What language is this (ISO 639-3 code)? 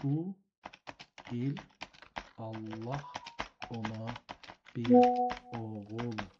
azb